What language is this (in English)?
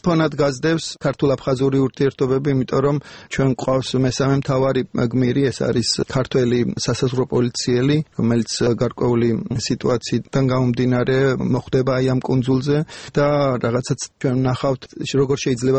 Georgian